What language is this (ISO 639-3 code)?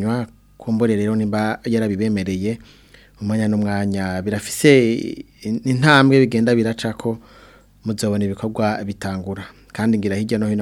run